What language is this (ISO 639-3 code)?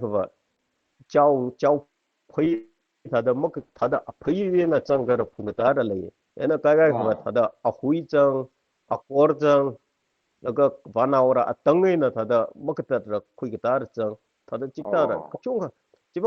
nmf